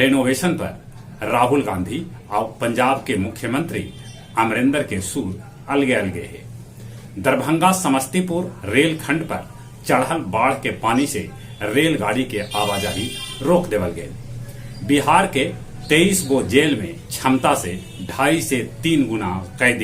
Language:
Magahi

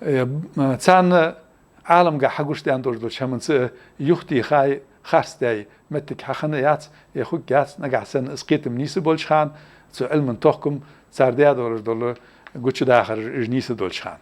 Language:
Ingush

